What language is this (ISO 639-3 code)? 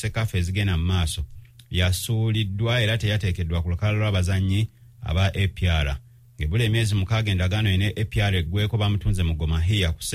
lug